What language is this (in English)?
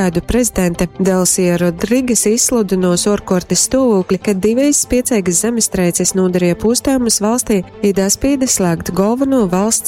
Latgalian